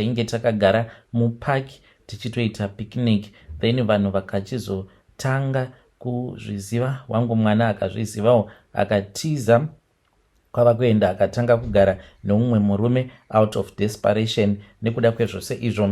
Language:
Shona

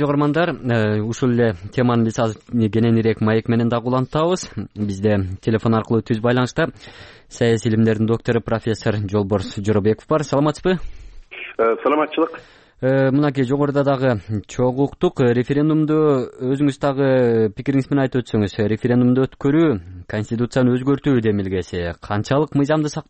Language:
Kyrgyz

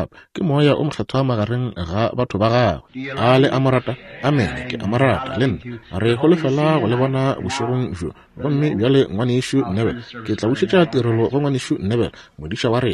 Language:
Northern Sotho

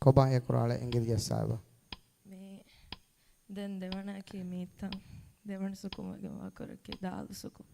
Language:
Divehi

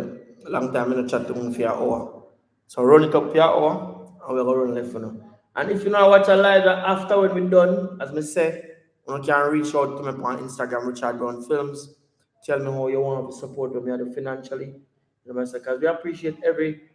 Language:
Jamaican Creole English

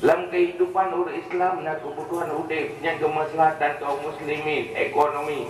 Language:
Achinese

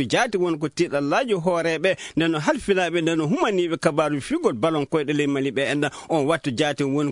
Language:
Fula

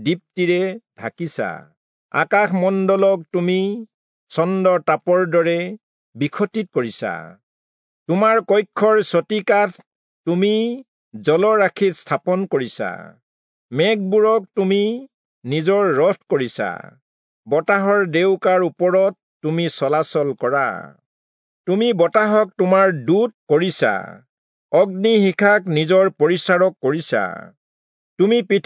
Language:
Assamese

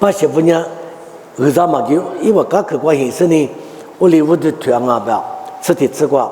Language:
Lisu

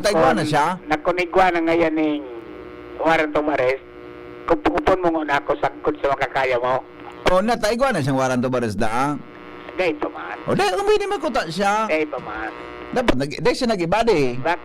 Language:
Bikol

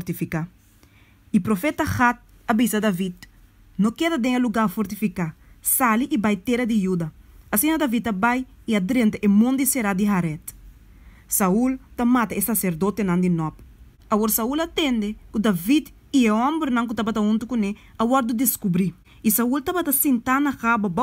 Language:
Papiamento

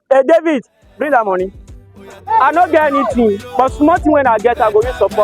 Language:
Nigerian Pidgin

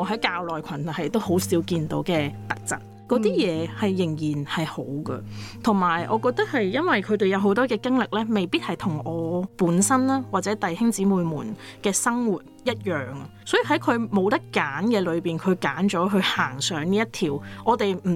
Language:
Cantonese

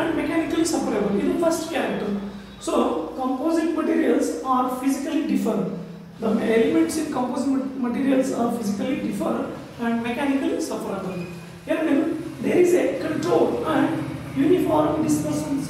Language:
Kannada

